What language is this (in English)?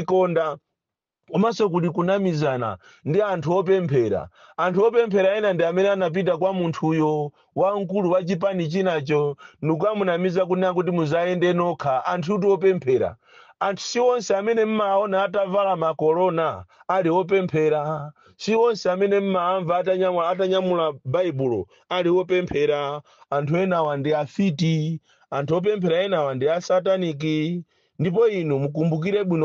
Nyanja